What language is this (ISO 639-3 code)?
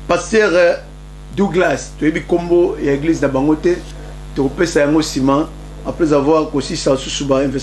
lin